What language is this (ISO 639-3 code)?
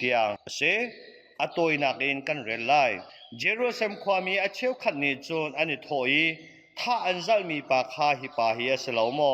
cnh